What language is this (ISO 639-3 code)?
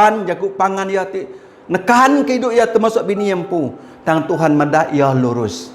iba